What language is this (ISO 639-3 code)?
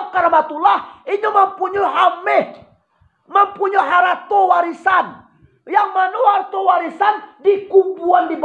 min